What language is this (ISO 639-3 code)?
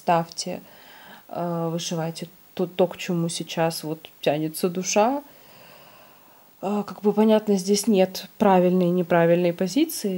rus